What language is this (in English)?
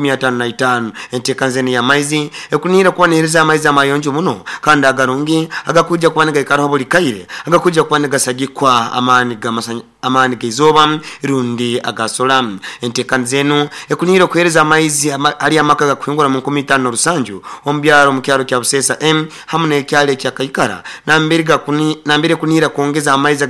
Nyankole